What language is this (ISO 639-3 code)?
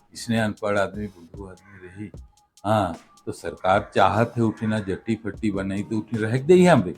sck